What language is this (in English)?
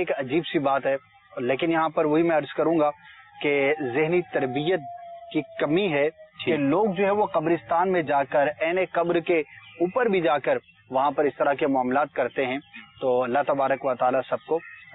Urdu